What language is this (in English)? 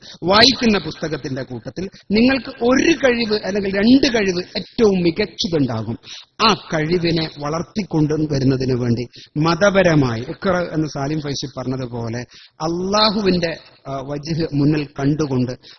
Malayalam